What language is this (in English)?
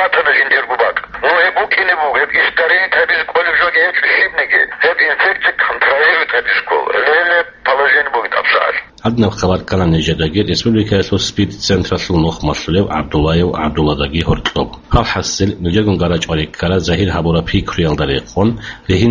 Avaric